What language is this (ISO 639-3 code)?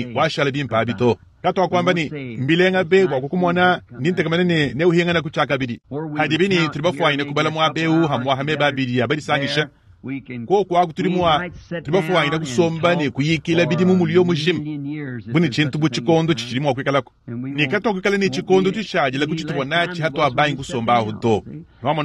lua